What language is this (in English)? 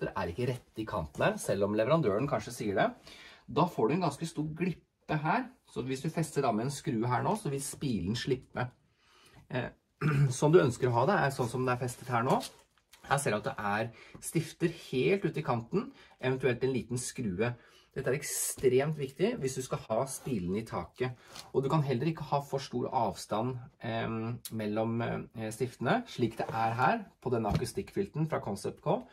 Norwegian